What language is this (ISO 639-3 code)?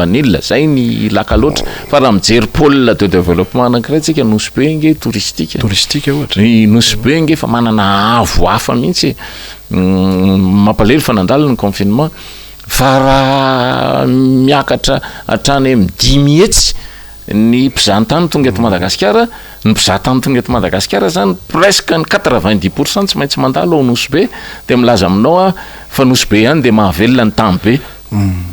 mlg